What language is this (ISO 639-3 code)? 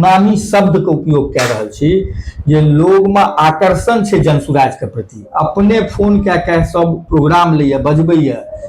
mai